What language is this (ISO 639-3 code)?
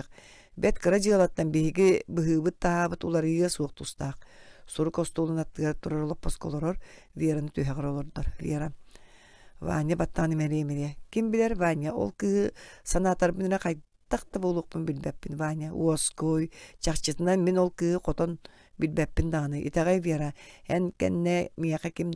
sah